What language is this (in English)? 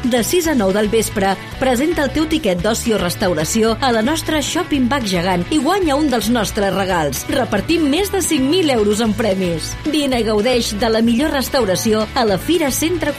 Catalan